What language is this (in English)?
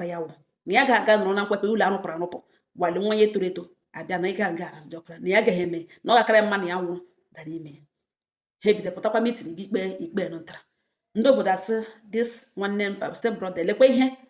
Igbo